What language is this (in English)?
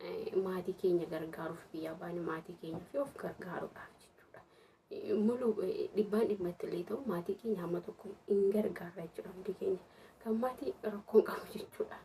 Oromo